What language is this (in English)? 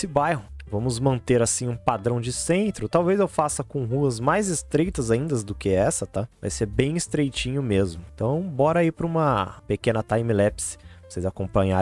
Portuguese